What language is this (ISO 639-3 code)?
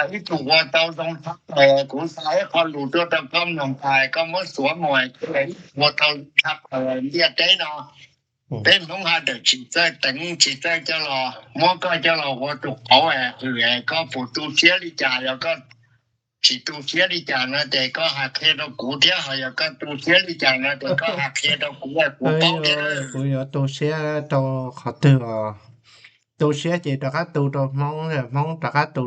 hmn